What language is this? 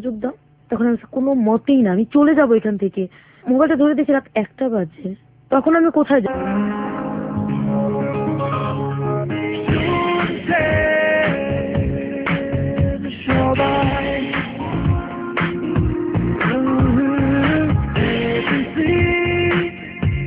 Bangla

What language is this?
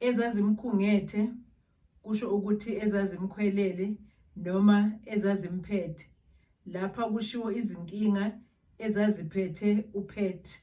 Zulu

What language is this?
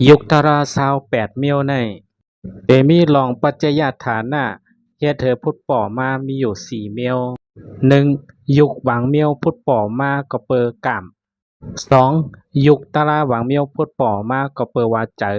Shan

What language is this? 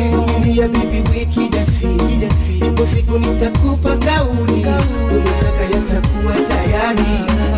Swahili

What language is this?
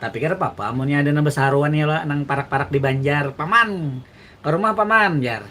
Banjar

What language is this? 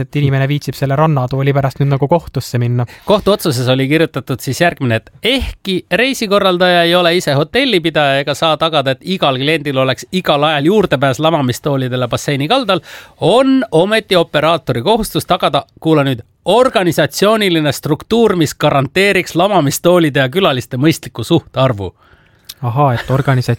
Estonian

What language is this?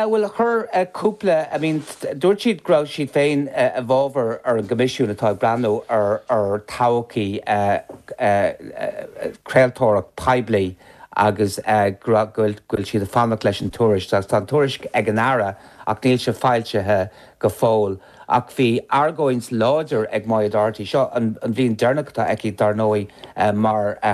Irish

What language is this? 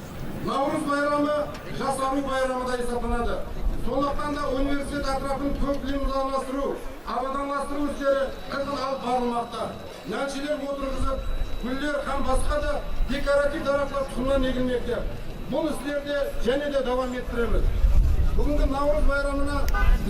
Kara-Kalpak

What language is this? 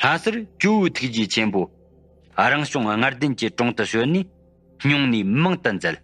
Tibetan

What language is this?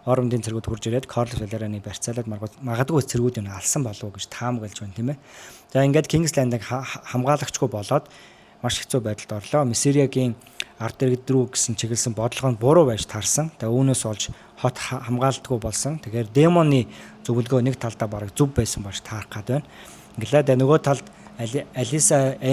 Mongolian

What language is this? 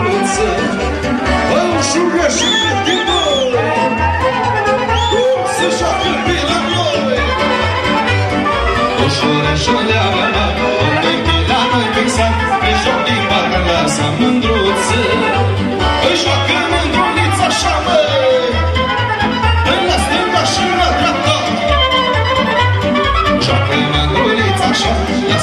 Romanian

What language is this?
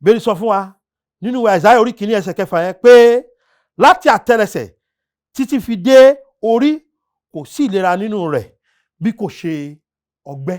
Yoruba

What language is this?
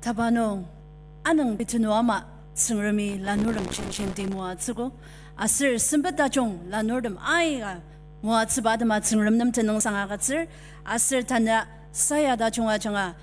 Ao Naga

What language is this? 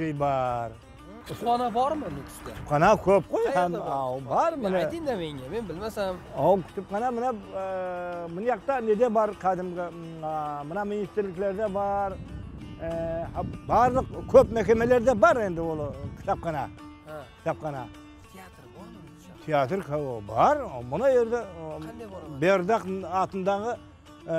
Kara-Kalpak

